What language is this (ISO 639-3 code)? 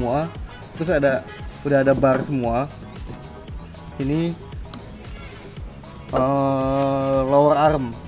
ind